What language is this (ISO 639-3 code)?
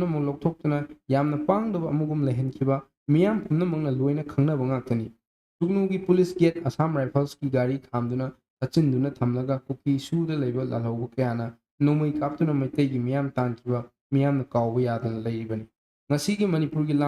mni